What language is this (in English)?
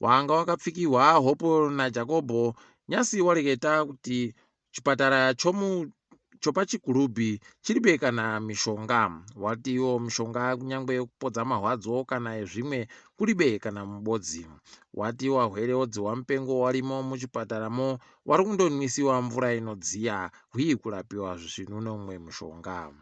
Ndau